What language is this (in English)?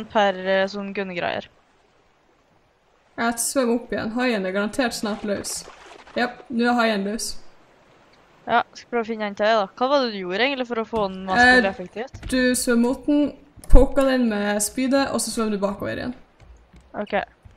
Norwegian